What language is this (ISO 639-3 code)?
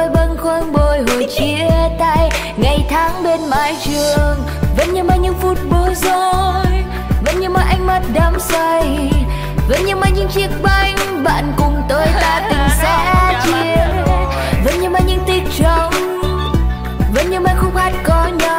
vie